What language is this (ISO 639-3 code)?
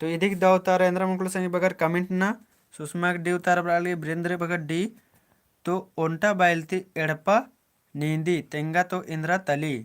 kru